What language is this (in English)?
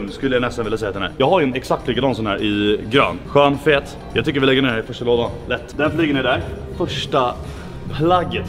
Swedish